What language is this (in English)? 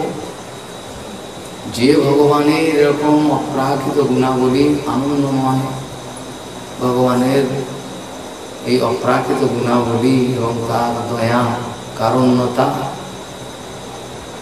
Bangla